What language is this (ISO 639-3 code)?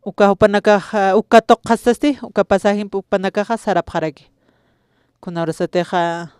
aym